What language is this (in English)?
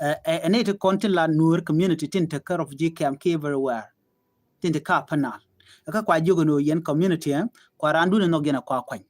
Nuer